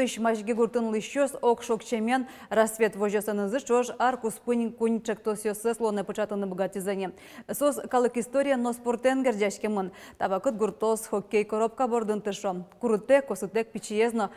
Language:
Udmurt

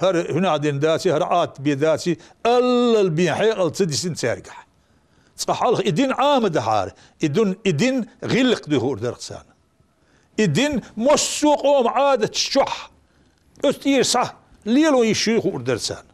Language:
Chechen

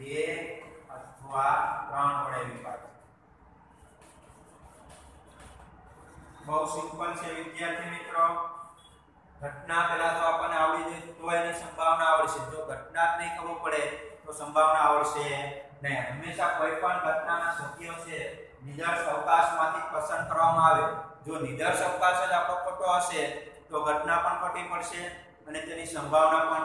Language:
Gujarati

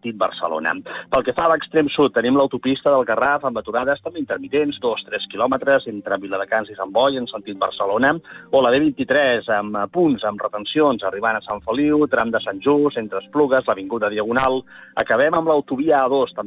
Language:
Catalan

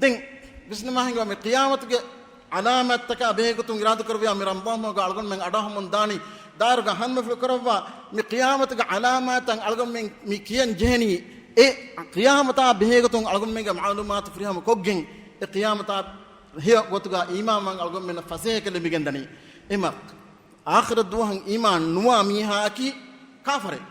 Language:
Divehi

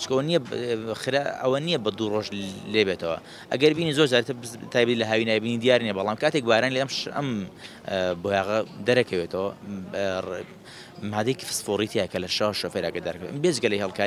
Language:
Central Kurdish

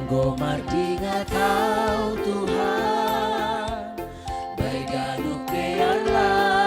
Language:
Batak Simalungun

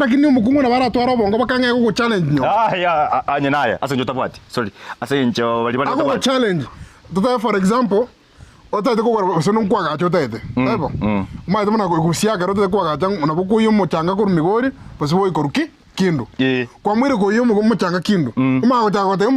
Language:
Gusii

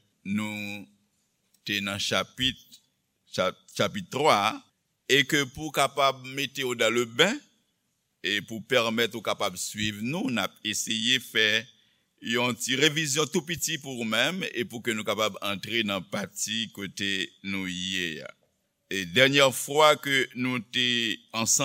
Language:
Haitian Creole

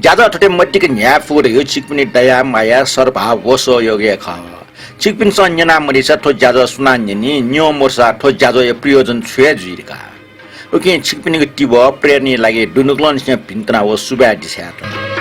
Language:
Newari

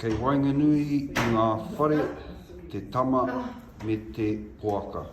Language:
Māori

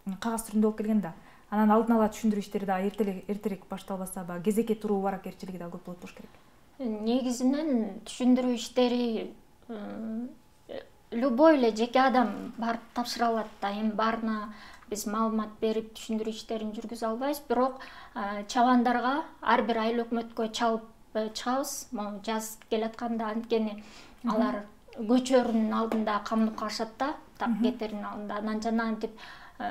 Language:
Kyrgyz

